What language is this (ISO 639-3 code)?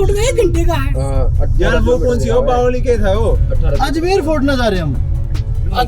bgc